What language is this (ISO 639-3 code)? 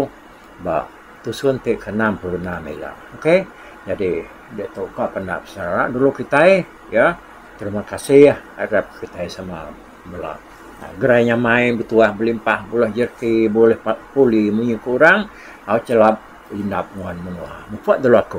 iba